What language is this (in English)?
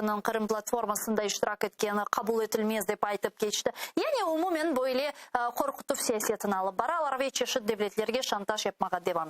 Crimean Tatar